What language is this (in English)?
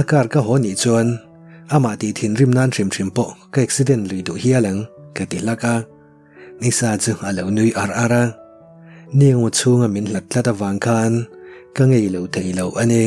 Mizo